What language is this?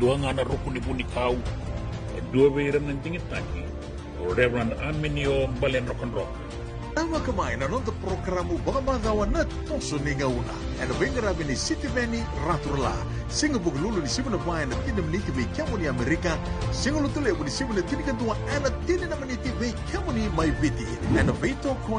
Fijian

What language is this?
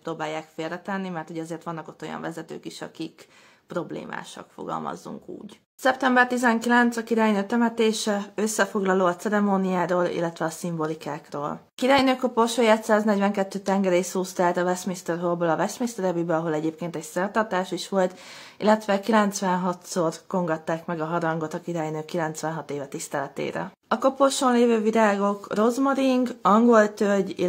Hungarian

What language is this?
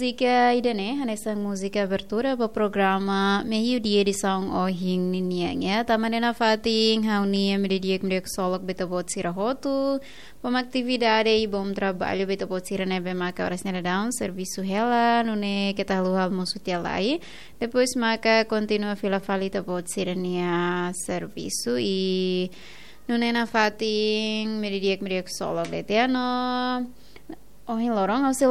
Tetum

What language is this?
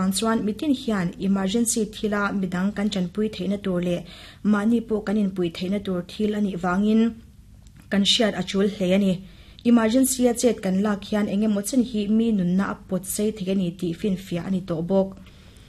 Mizo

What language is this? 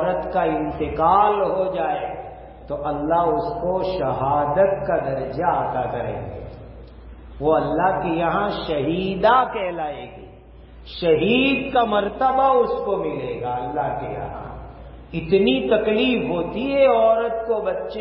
Urdu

